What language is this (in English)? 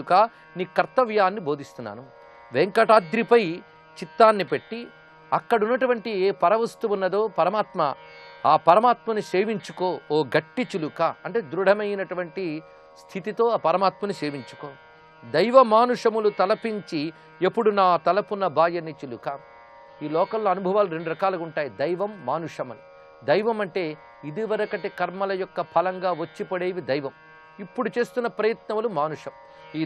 Telugu